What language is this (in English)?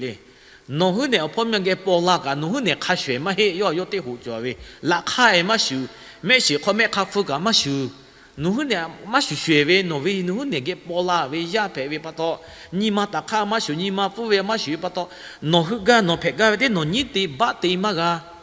Lahu